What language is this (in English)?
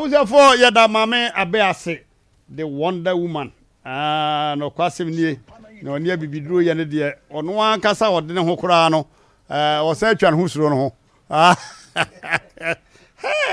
Akan